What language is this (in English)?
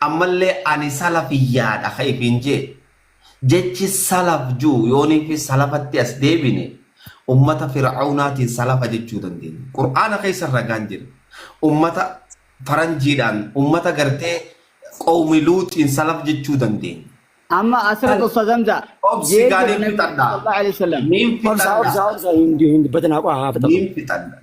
Oromo